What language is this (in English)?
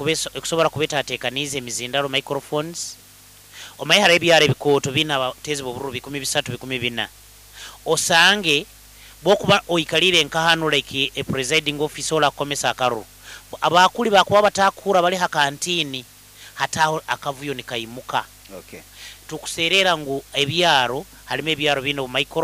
Nyoro